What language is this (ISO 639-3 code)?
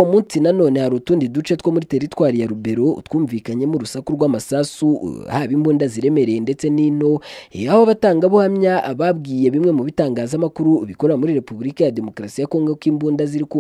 kin